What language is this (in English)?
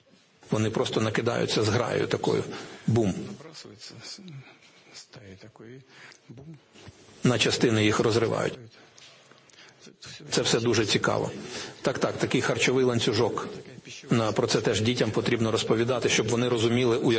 Ukrainian